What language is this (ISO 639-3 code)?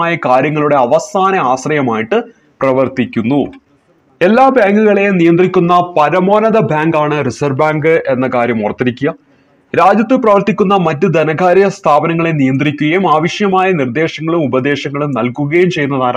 mal